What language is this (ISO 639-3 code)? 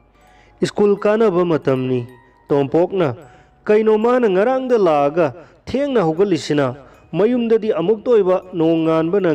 mni